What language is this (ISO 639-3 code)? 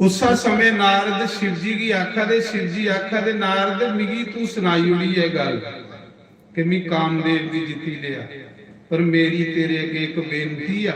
doi